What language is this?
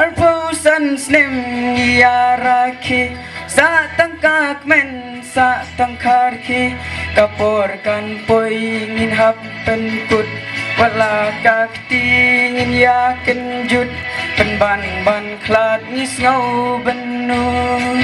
Khasi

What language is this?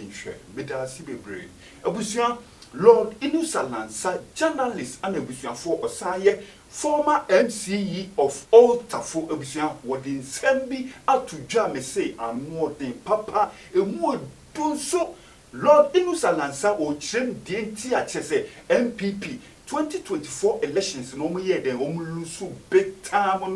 Akan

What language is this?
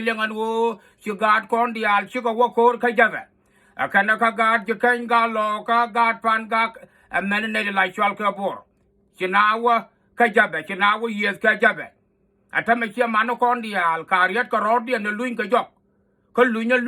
Nuer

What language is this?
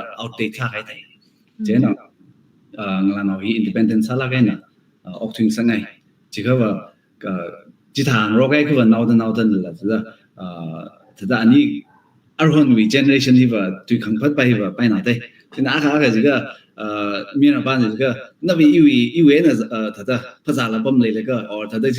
Tangkhul Naga (India)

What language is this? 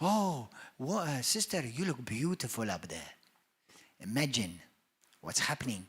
English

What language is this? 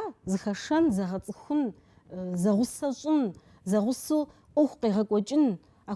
Kabardian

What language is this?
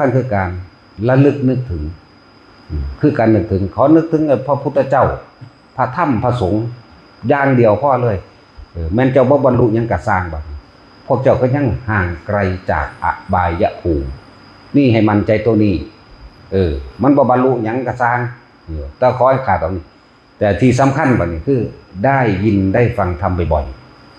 Northeastern Thai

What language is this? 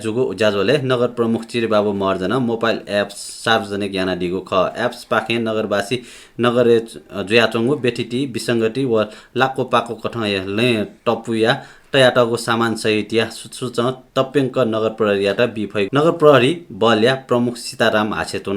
Newari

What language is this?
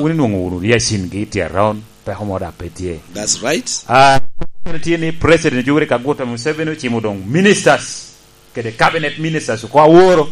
Lango (Uganda)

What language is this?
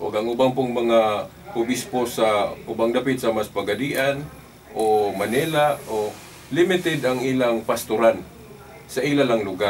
Cebuano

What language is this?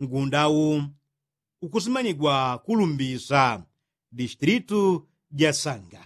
Yao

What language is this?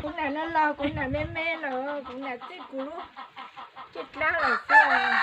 Hmong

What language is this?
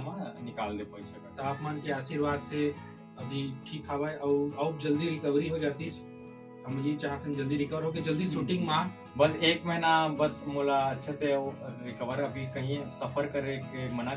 Chhattisgarhi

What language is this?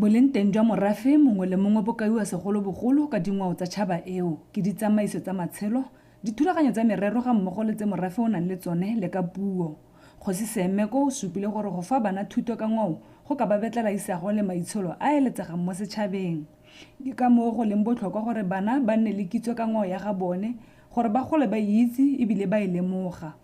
Tswana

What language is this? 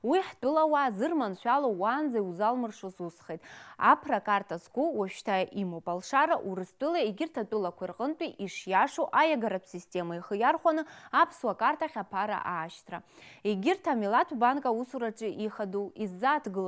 Abkhazian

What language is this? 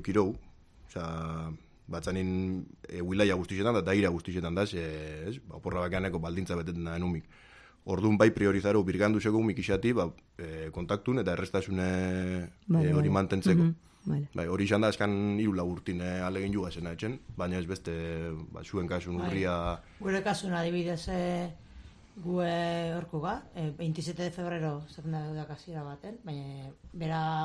Basque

